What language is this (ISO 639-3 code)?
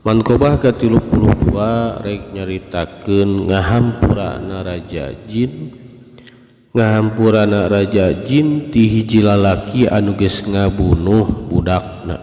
sun